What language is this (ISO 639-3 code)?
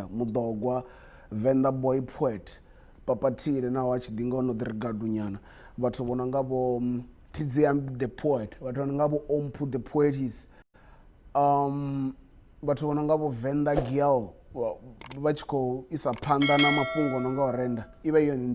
ven